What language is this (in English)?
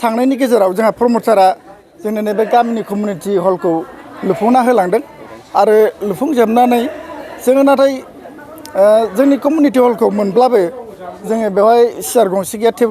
Bodo